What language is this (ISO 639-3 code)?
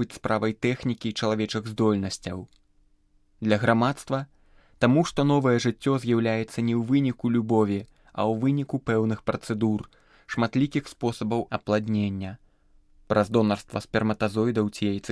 bel